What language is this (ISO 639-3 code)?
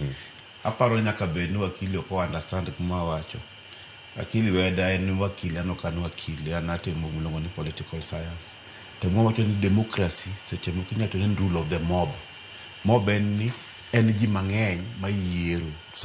luo